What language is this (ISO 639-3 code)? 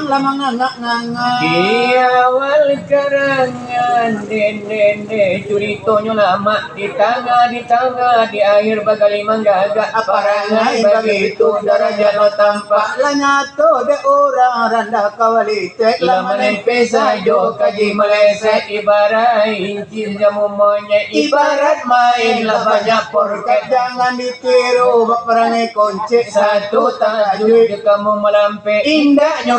min